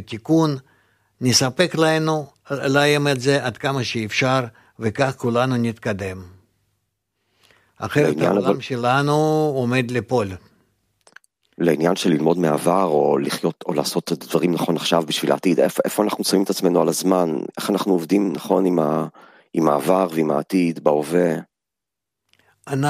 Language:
Hebrew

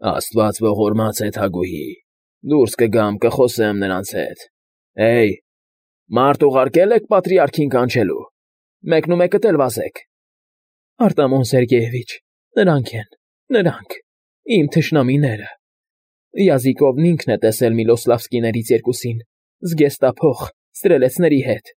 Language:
Armenian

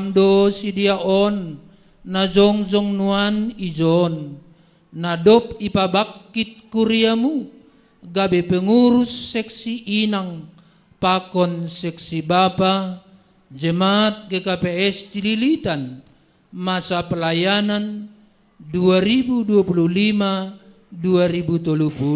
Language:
Batak Simalungun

